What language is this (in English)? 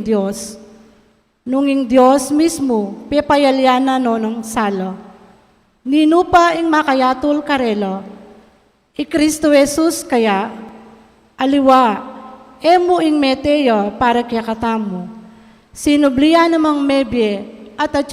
Pampanga